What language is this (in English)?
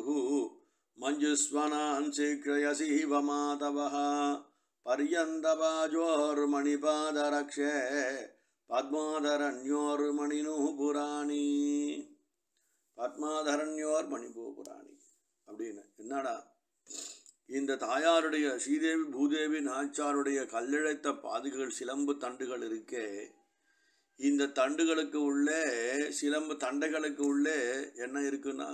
Tamil